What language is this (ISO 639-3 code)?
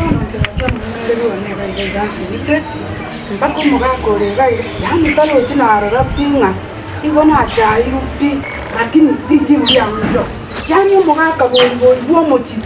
guz